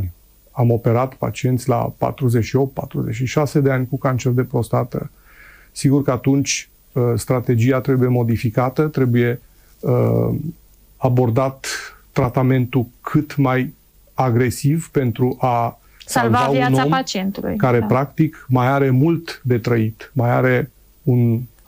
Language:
Romanian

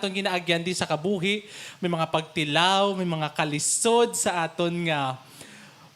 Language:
Hiligaynon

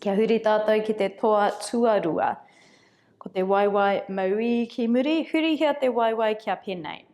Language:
Māori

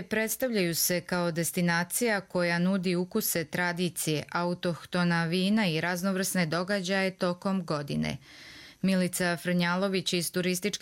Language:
Serbian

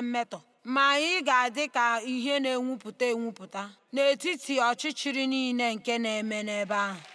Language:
Igbo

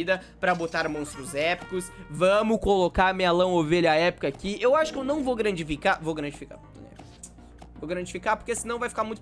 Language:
Portuguese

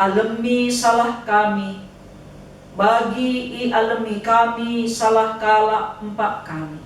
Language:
Batak Karo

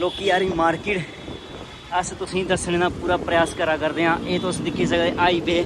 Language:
Dogri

